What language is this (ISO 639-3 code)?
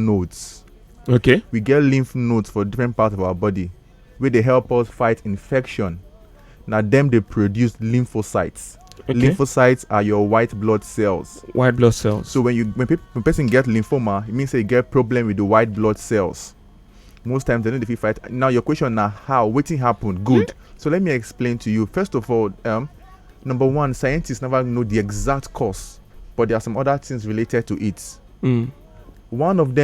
pcm